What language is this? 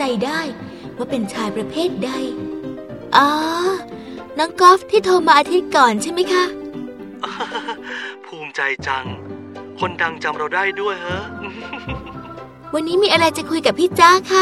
Thai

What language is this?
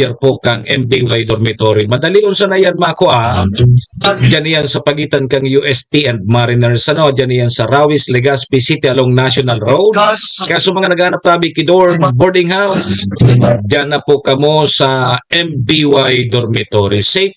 Bikol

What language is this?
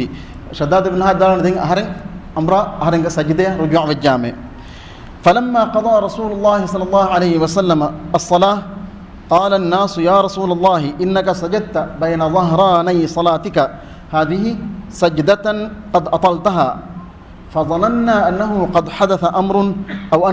Divehi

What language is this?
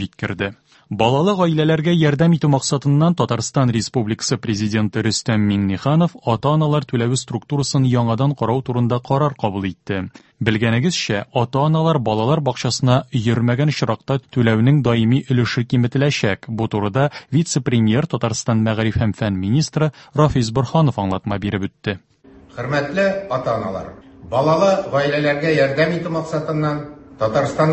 Tatar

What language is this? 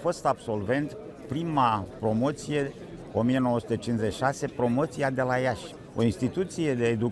Romanian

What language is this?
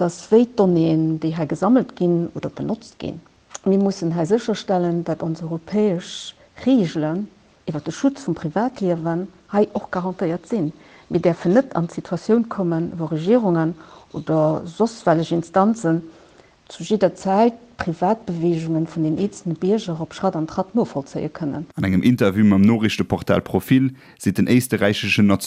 Luxembourgish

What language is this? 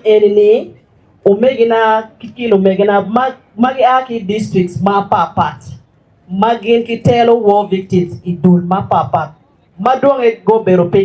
Acoli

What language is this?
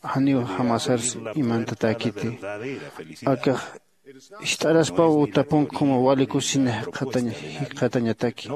Aymara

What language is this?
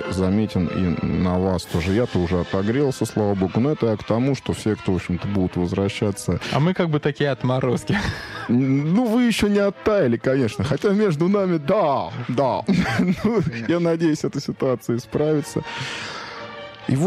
Russian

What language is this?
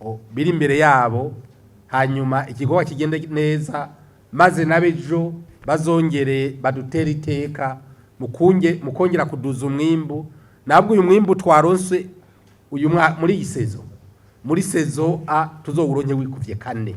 Rundi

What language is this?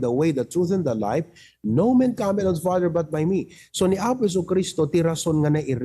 Iloko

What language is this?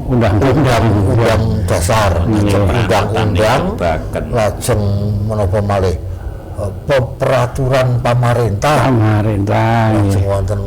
Javanese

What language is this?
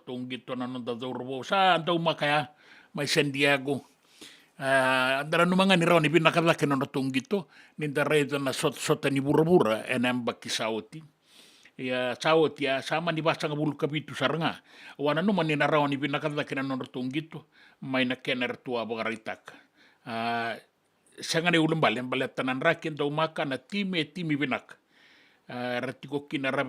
Fijian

